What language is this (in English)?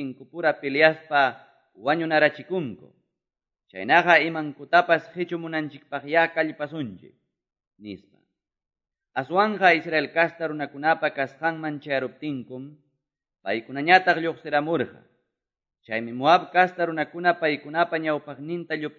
Quechua